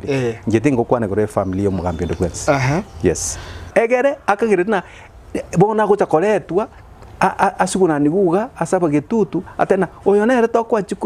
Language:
Gusii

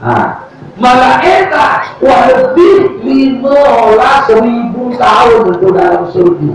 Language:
Sasak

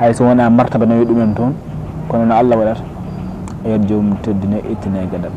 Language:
Fula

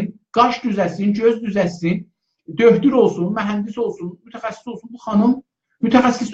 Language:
South Azerbaijani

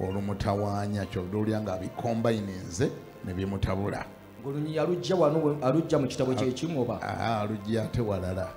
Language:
Ganda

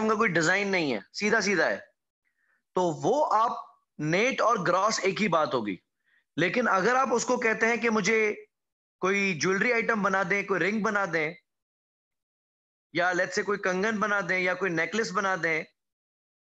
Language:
Hindi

